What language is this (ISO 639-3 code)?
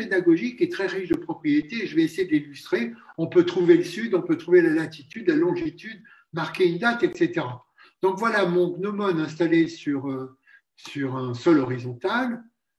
fra